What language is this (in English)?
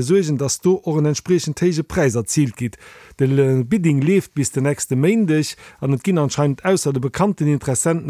Luxembourgish